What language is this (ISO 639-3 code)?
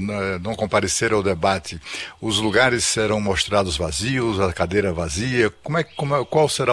por